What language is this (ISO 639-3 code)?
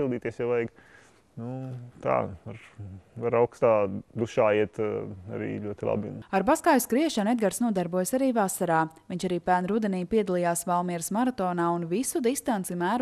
lav